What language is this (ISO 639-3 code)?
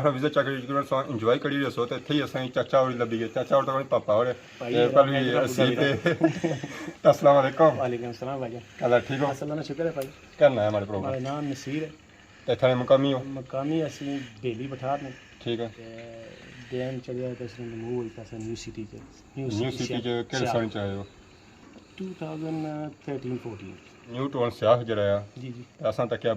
phr